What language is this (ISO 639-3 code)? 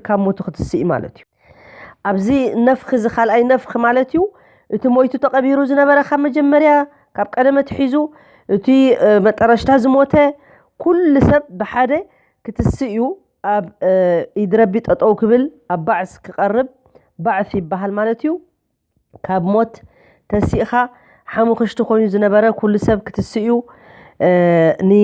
tir